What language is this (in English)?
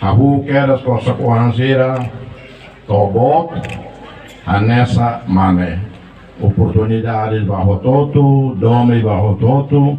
Tetum